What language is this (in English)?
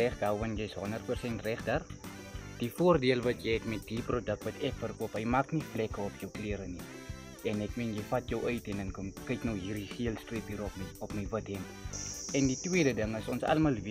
Afrikaans